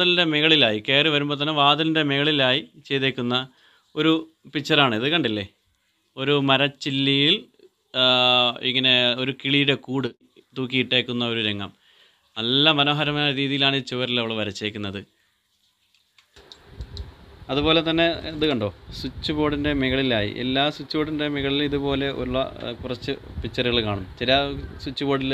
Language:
Malayalam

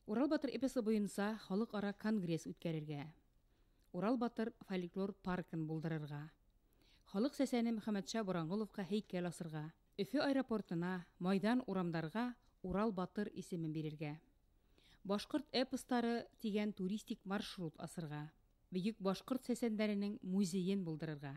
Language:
Bashkir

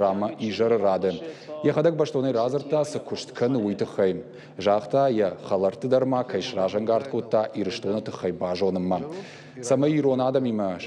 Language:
Ossetic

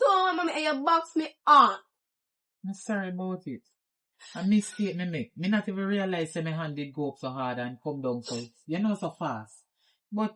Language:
Jamaican Creole English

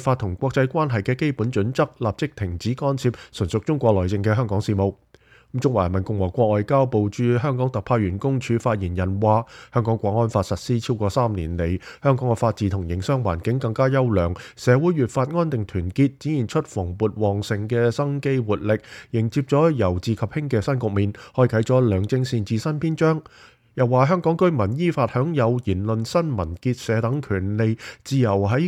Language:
Cantonese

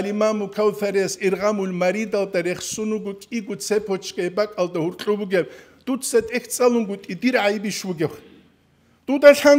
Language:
Avaric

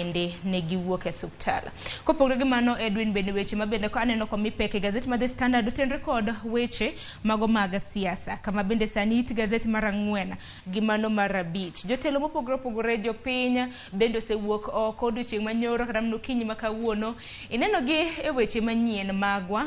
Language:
Luo (Kenya and Tanzania)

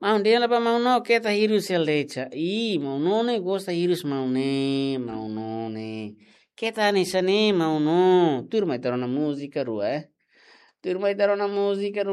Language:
Tetum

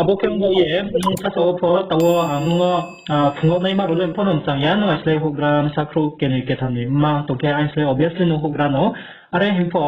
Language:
Riang (India)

